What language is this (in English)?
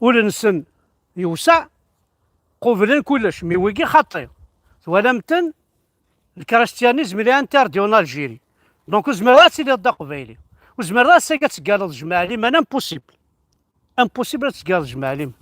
Kabyle